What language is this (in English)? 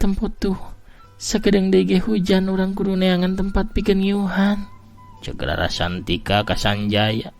Sundanese